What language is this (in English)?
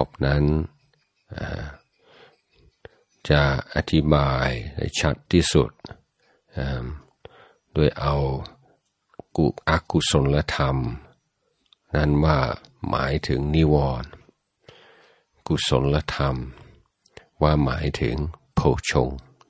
Thai